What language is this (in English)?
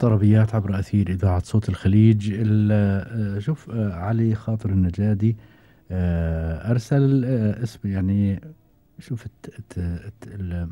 Gulf Arabic